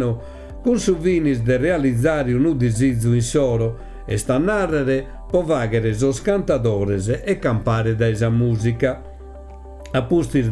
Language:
Sardinian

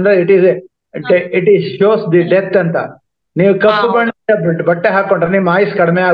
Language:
Kannada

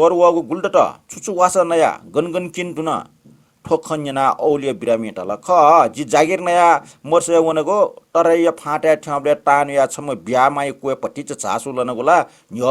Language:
Newari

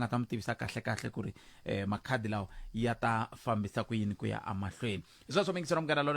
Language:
Tsonga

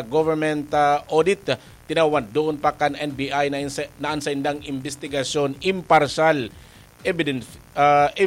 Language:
Bikol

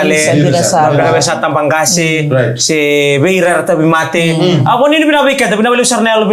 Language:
Fijian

